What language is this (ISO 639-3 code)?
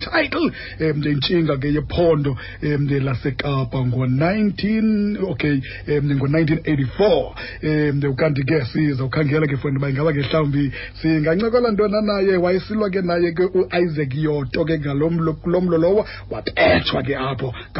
xho